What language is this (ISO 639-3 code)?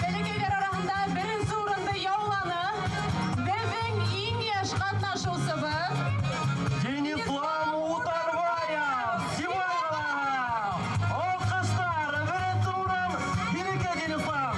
bak